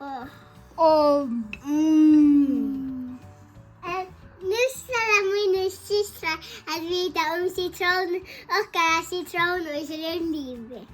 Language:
Faroese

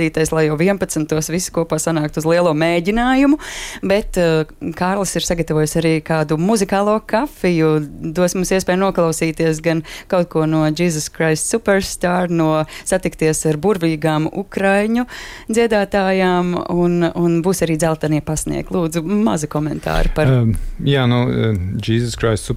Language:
Latvian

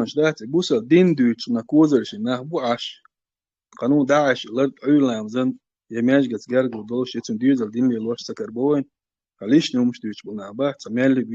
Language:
Chechen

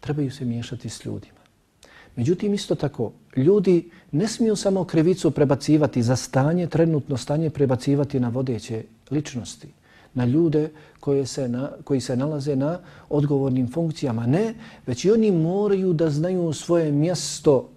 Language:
Bosnian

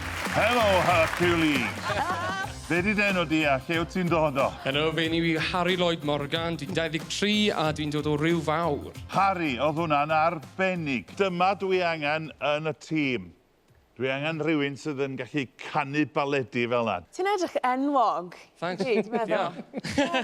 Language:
Welsh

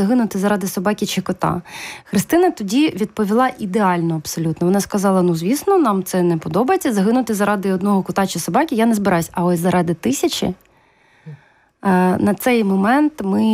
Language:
Ukrainian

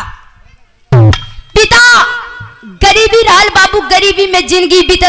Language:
Bhojpuri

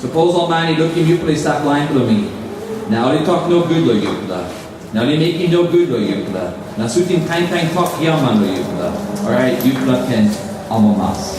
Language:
Tok Pisin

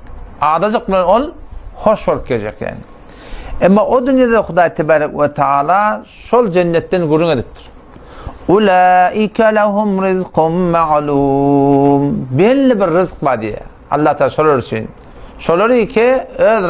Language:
Turkmen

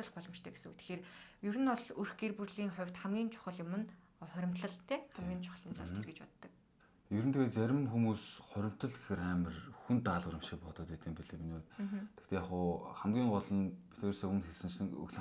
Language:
Mongolian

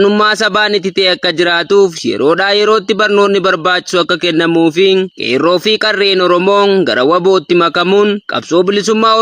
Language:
Oromo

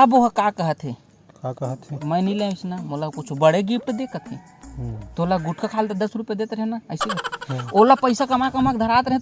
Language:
Chhattisgarhi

